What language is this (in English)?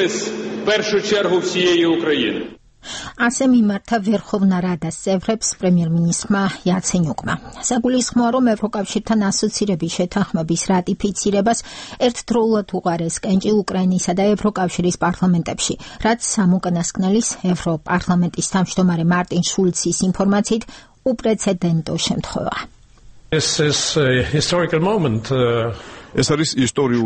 Georgian